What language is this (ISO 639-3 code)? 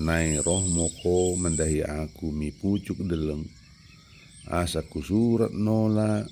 btd